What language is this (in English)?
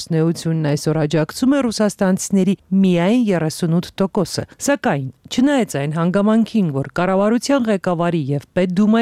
Armenian